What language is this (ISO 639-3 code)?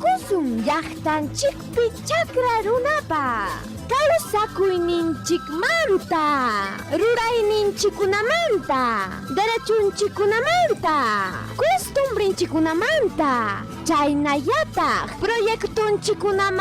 quy